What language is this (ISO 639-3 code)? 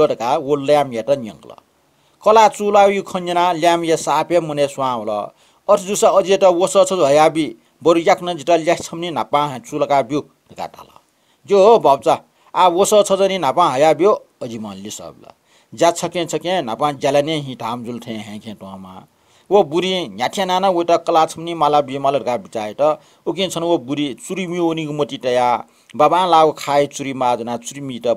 new